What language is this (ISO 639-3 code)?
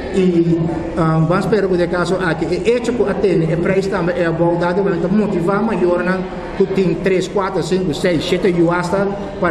pap